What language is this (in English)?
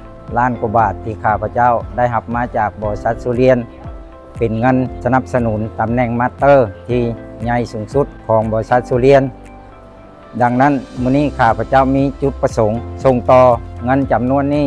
Lao